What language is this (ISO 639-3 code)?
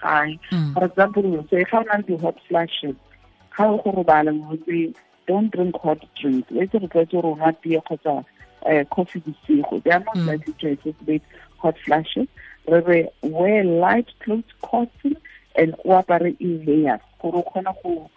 tsn